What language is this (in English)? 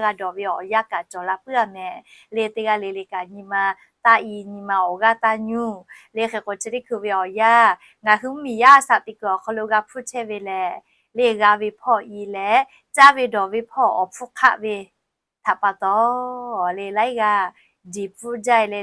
Lahu